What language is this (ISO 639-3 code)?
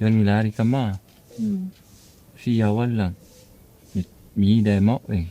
ful